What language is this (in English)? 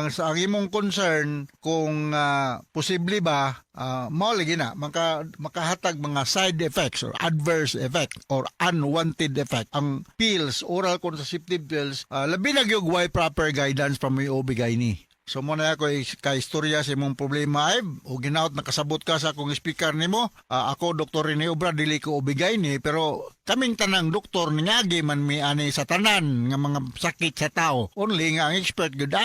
Cebuano